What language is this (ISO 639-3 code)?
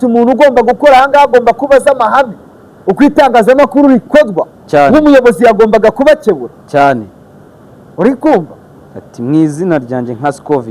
kin